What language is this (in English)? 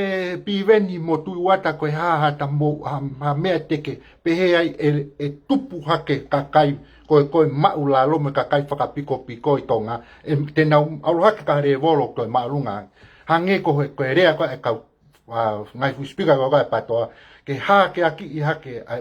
Tongan